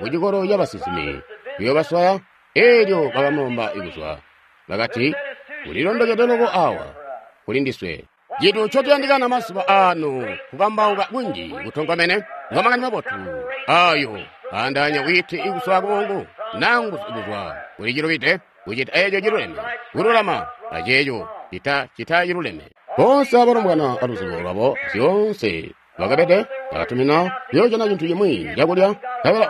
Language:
Tonga (Zambia)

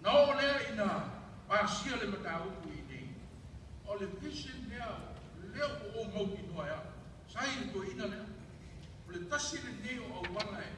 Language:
Samoan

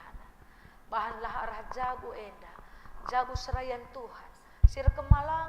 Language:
Batak Karo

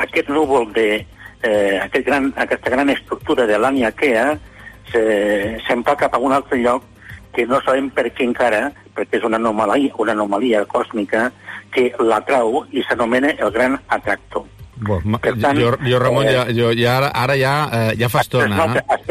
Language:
Catalan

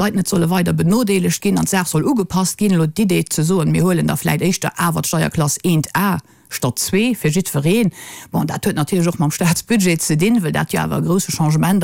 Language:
Luxembourgish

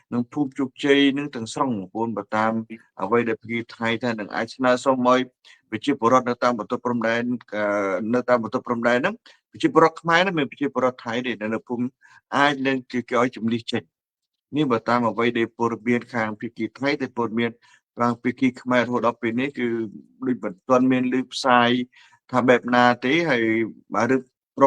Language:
Khmer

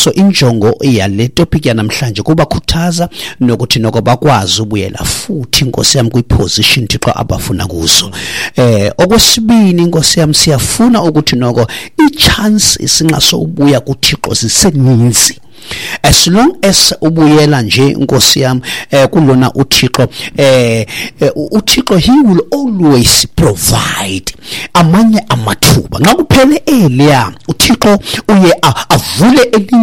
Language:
Xhosa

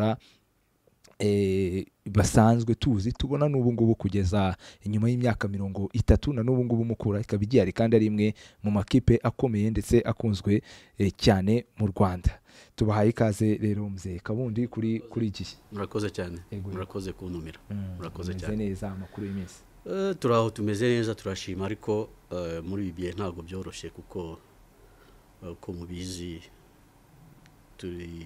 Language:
Kinyarwanda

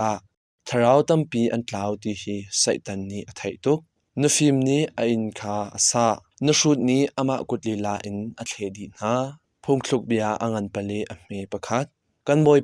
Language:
Hakha Chin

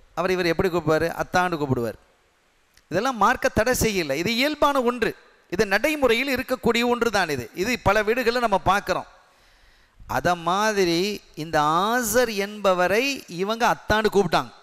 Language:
Tamil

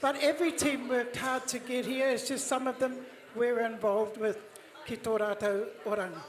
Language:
Māori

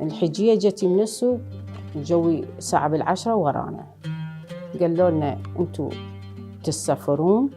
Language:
Mesopotamian Arabic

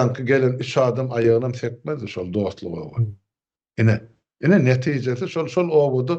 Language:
Turkmen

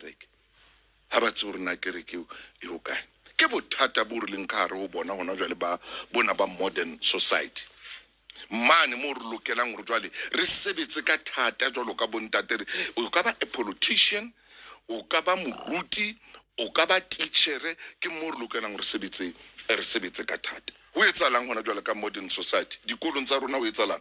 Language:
Southern Sotho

